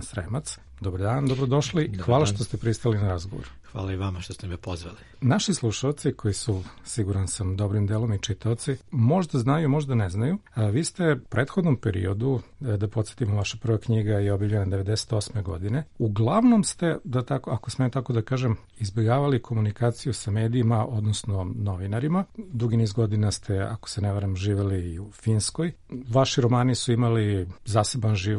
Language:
Serbian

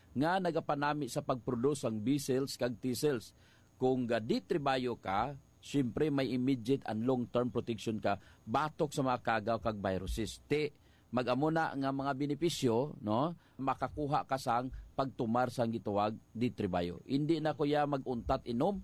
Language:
Hiligaynon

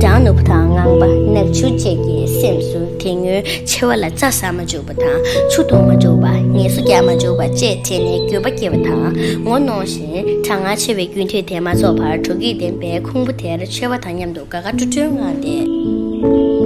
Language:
Tibetan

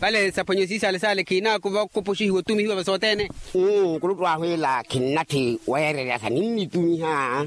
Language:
Makhuwa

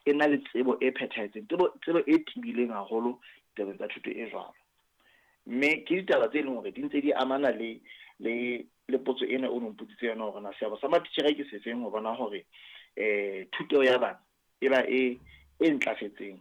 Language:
Southern Sotho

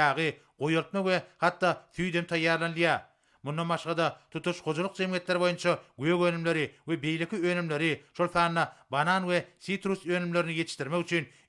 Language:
Turkmen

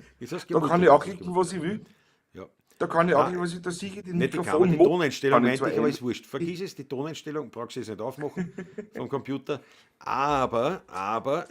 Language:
Bavarian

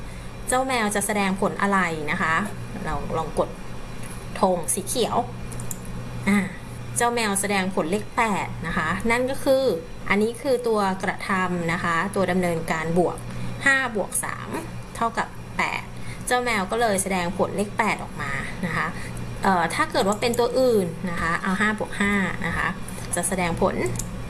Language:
Thai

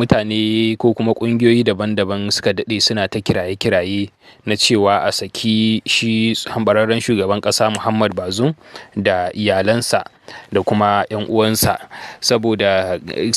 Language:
Hausa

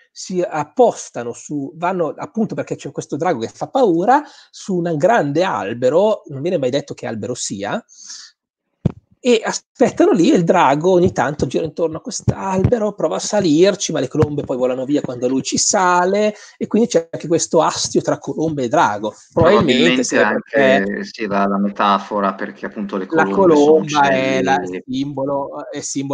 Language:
Italian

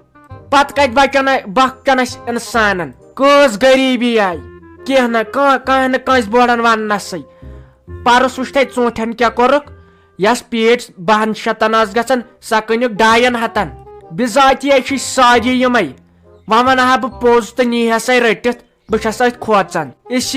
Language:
Kashmiri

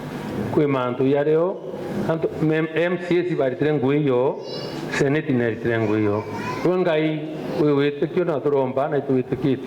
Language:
Meru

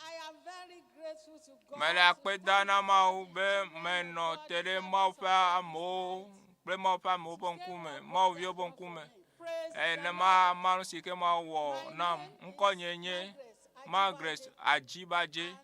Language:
Ewe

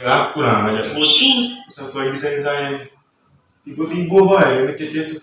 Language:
Musi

